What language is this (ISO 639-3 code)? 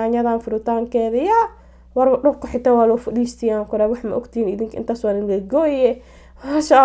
som